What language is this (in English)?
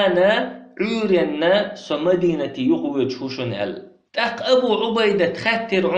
Chechen